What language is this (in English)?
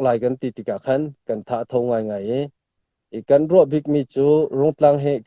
Hakha Chin